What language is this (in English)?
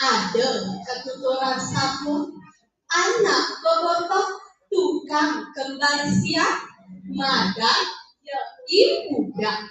Balinese